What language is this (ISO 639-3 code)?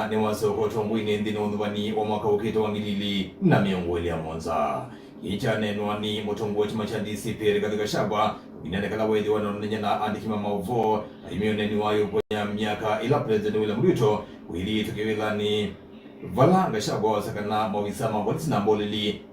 kam